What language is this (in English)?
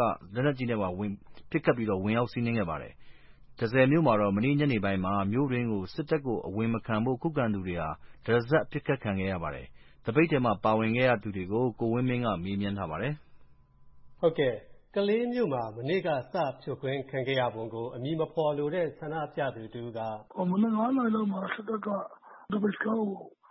Burmese